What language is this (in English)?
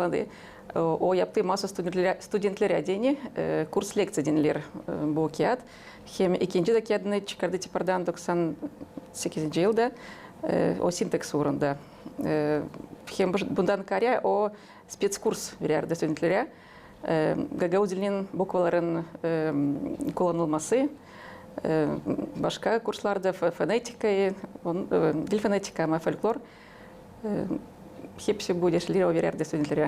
Gagauz